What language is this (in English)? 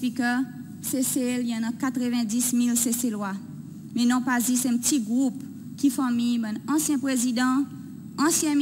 Seselwa Creole French